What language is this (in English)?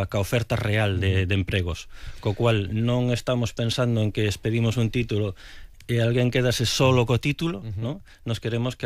Galician